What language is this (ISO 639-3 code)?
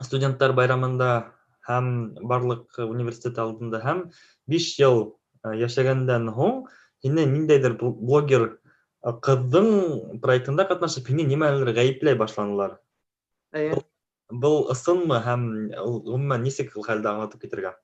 bak